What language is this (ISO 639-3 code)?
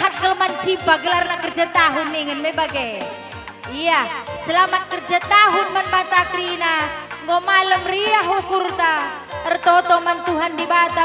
btx